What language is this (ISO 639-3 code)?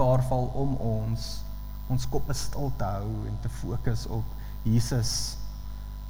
afr